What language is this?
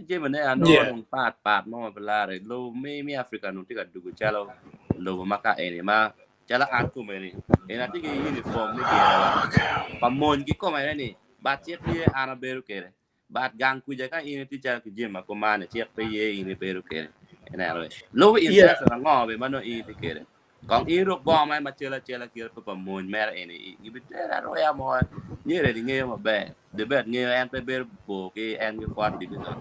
Acoli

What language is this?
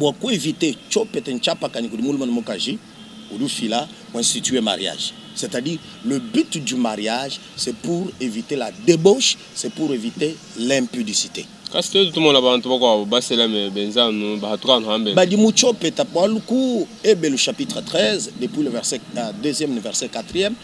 Luba-Lulua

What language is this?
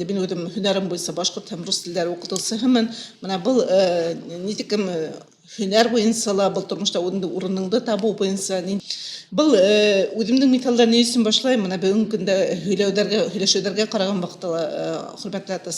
Bashkir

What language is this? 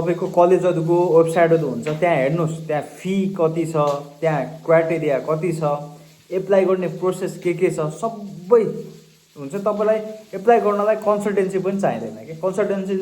Nepali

